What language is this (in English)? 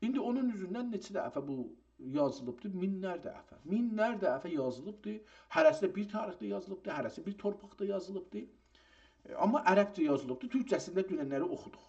South Azerbaijani